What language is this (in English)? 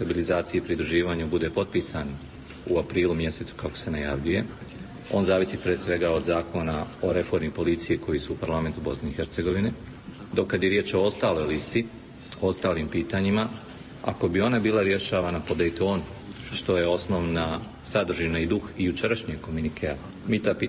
Bosnian